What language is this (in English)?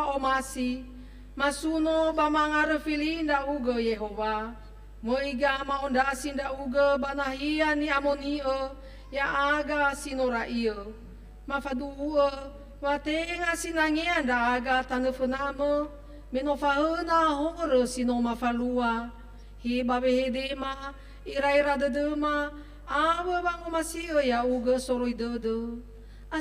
Nias